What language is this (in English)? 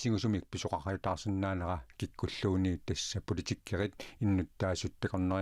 Kalaallisut